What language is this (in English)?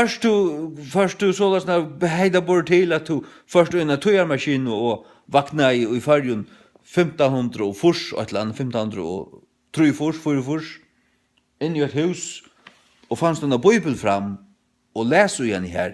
Faroese